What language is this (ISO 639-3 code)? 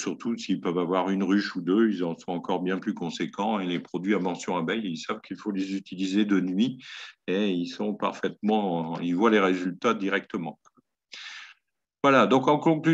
fra